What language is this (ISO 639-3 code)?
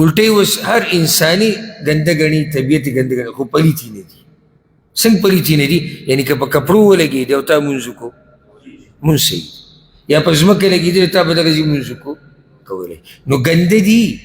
pus